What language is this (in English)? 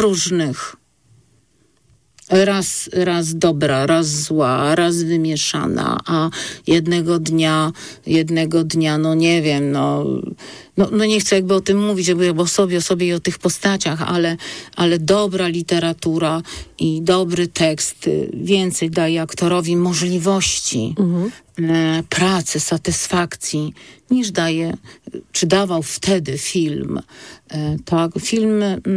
Polish